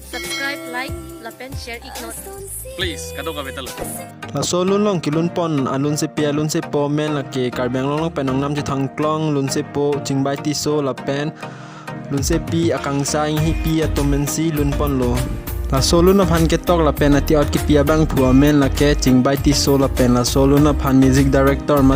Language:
Karbi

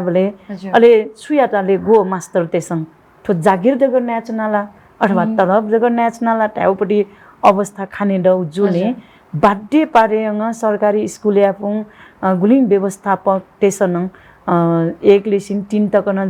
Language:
Newari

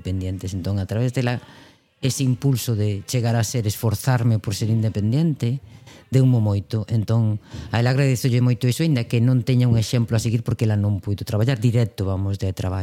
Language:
Galician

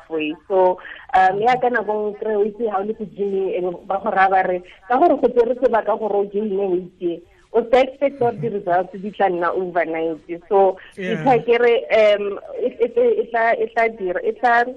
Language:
Tswana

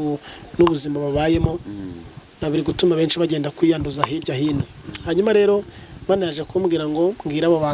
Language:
Kinyarwanda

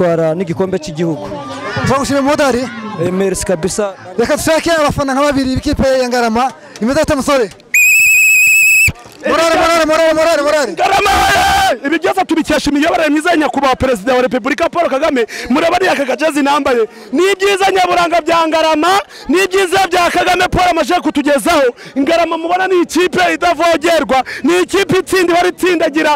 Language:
Kinyarwanda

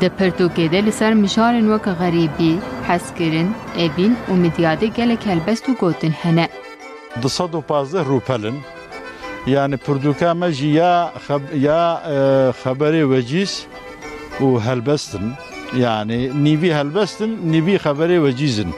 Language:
Kurdish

